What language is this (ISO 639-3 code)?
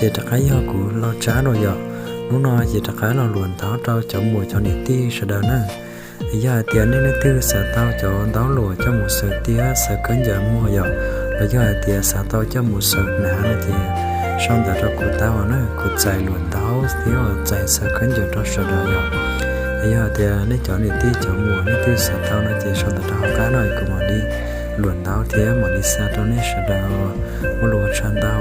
hmn